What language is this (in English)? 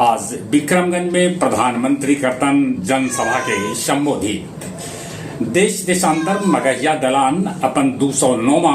Magahi